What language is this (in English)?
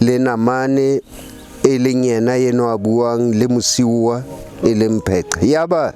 Southern Sotho